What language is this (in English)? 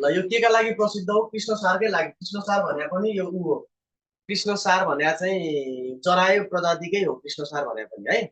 Nepali